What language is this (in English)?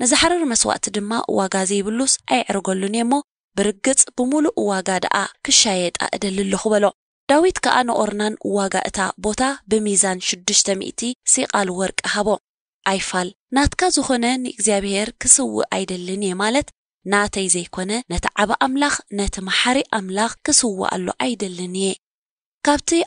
Tigrinya